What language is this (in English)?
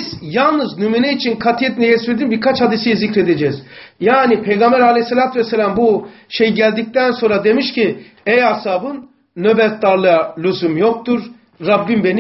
Turkish